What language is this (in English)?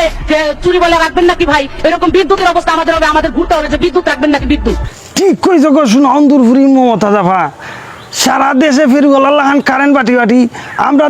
Sylheti